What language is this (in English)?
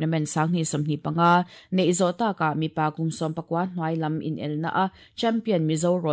Mizo